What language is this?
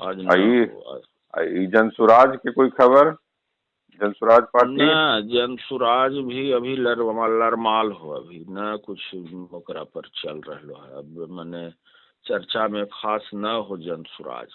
Magahi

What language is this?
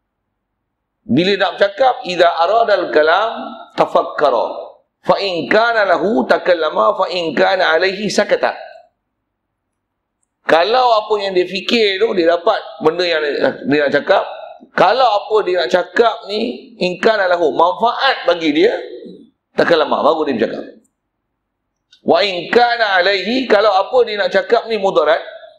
Malay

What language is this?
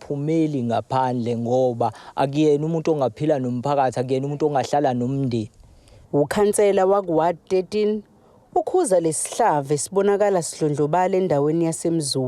Zulu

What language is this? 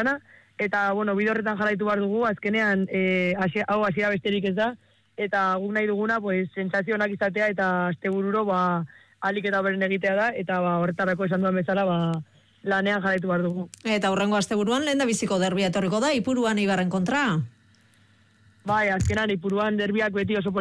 Basque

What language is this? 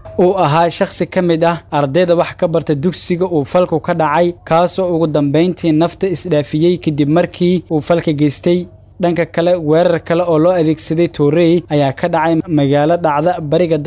Somali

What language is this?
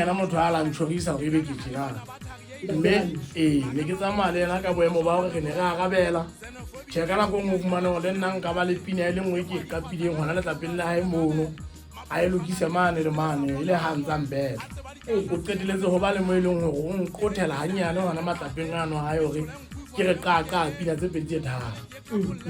Southern Sotho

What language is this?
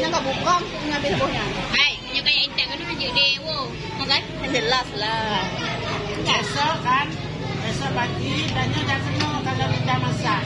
Achinese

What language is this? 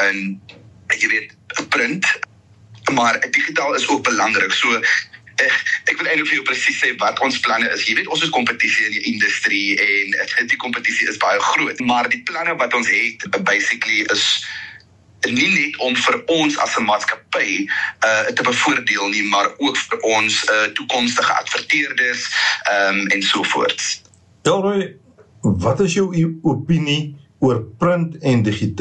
Afrikaans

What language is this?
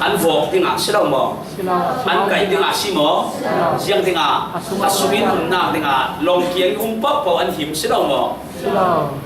Falam Chin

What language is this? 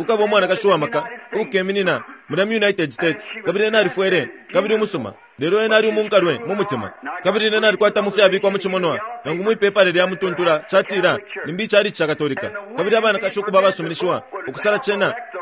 Bemba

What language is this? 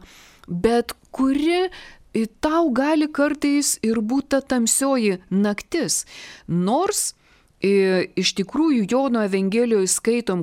Lithuanian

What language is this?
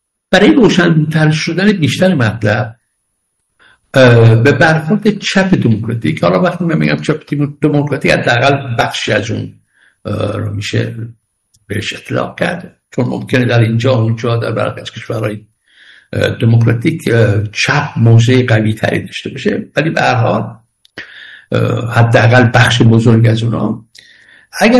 Persian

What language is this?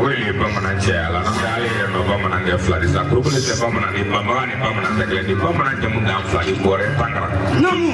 Bambara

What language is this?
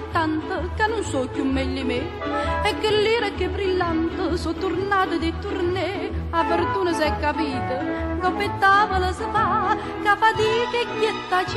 Neapolitan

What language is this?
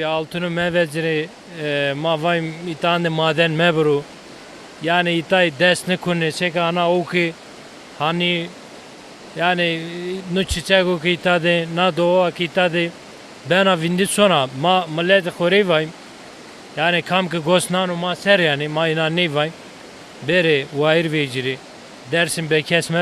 Zaza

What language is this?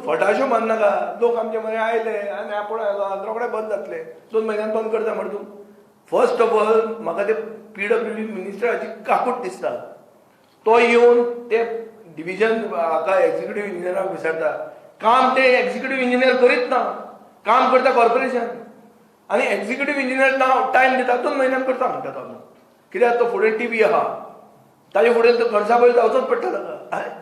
Konkani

